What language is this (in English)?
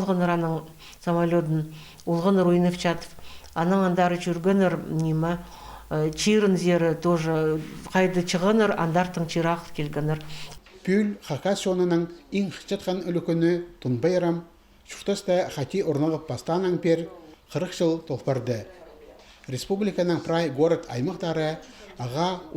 Khakas